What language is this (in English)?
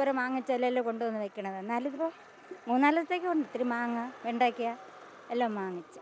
Malayalam